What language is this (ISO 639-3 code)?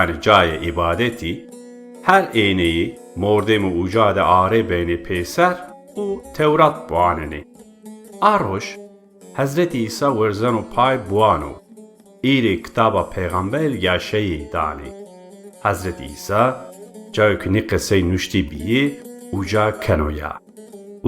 zza